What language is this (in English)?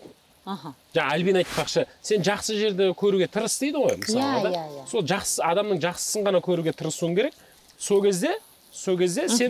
Kazakh